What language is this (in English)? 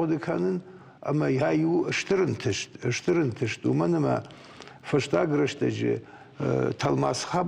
Ossetic